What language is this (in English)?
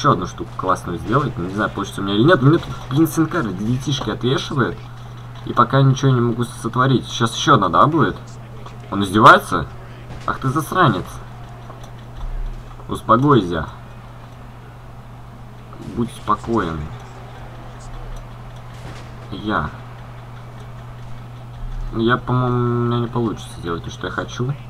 Russian